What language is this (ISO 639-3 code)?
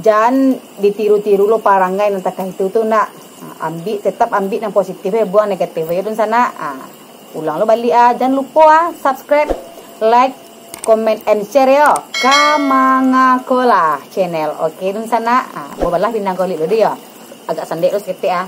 min